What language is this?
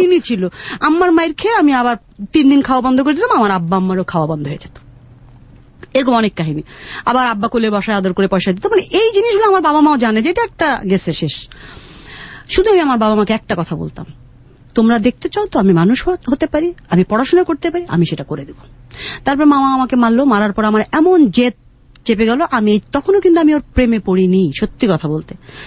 Bangla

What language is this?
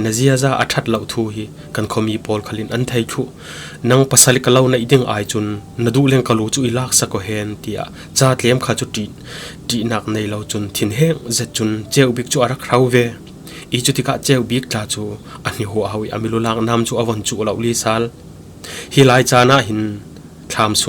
Falam Chin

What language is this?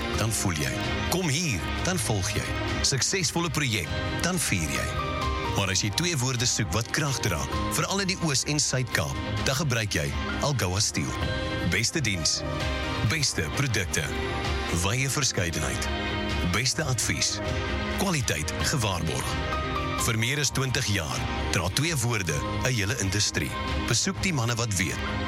Afrikaans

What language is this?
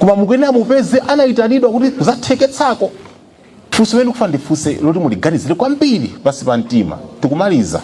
Nyanja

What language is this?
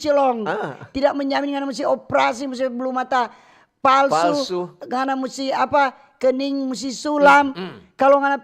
Manado Malay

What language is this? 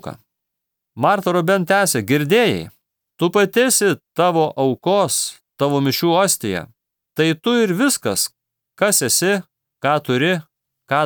Lithuanian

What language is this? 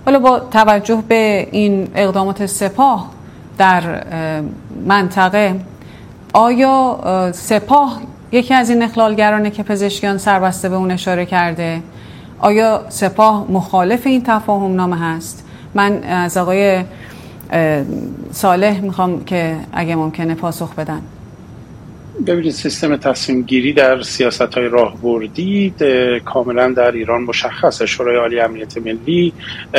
Persian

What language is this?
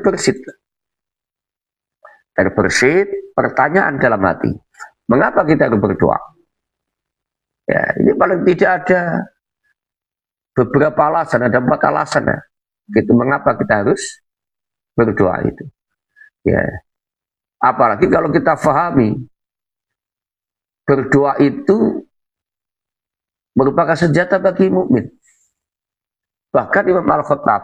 Indonesian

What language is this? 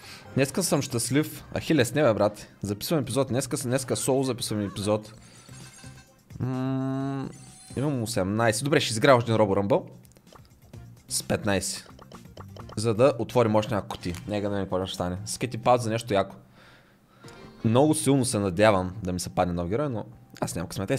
Bulgarian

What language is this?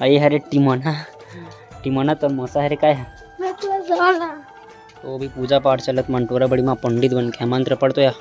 Chhattisgarhi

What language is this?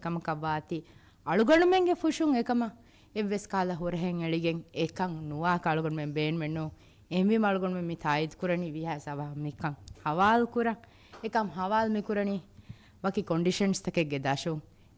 Divehi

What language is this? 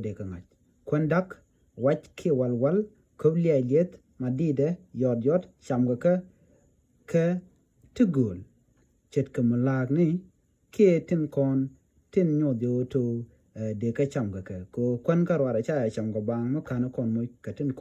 Nuer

